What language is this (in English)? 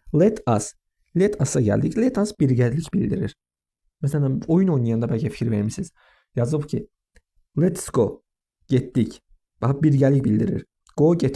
Azerbaijani